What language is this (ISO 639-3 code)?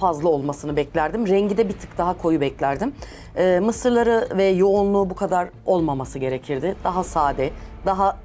tur